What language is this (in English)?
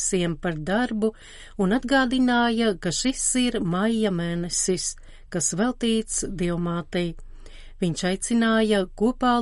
Latvian